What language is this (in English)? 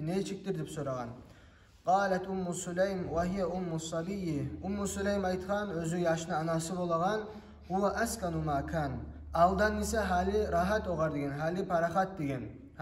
Kumyk